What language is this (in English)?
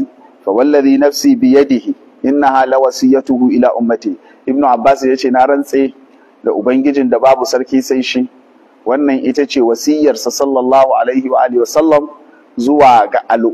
Hausa